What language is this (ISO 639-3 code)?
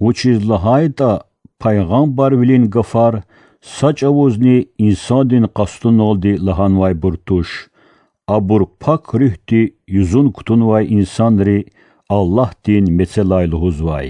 lez